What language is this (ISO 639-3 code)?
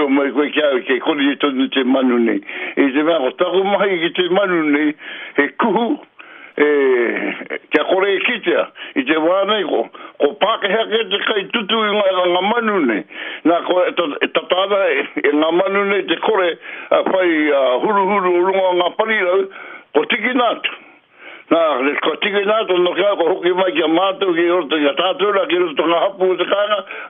mri